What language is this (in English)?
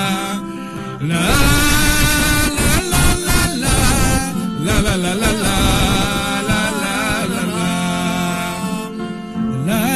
Kinyarwanda